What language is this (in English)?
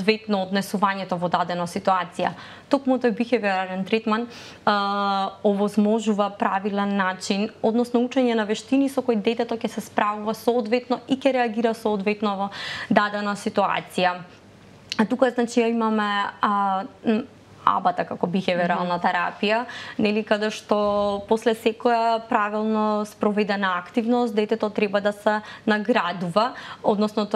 Macedonian